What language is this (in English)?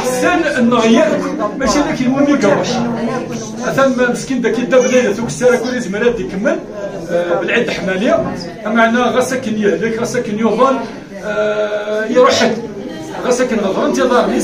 Kabyle